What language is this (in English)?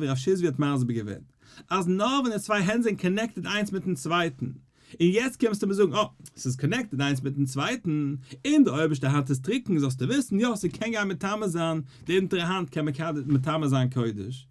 Yiddish